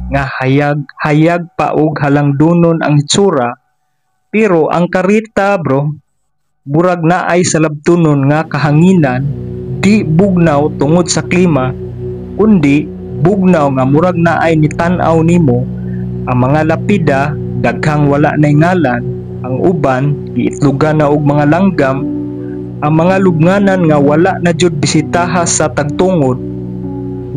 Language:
Cebuano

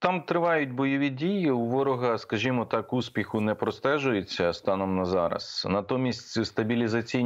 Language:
Ukrainian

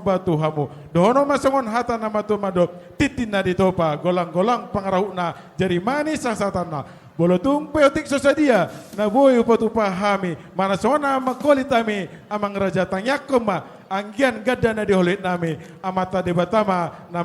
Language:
Batak Toba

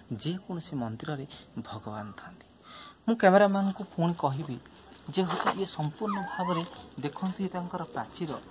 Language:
Odia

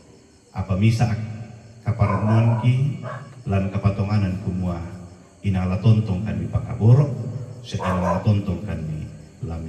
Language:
Toraja-Sa'dan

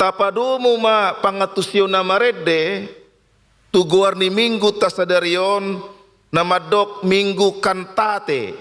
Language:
Batak Toba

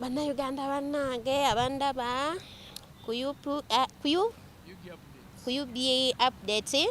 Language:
Ganda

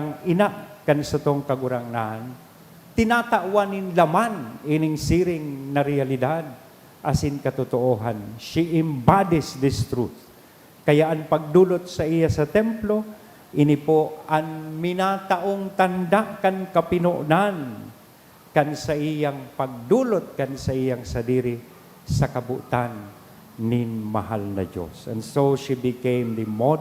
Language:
Bikol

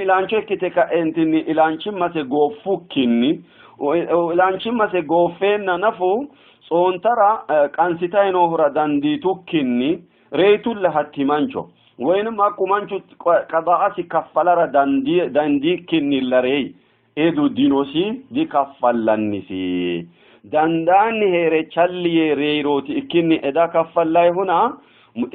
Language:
Sidamo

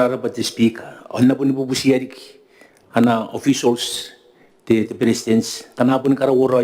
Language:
Gilbertese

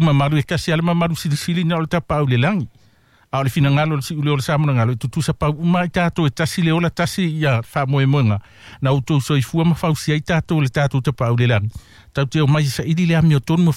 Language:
Samoan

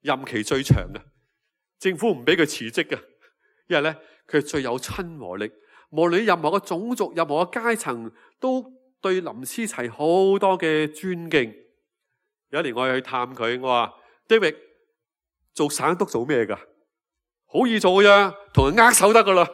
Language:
Cantonese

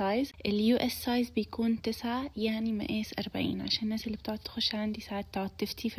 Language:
Egyptian Arabic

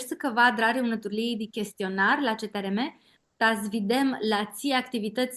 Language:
Aromanian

